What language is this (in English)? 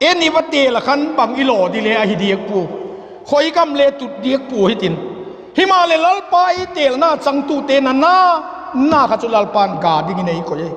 Vaiphei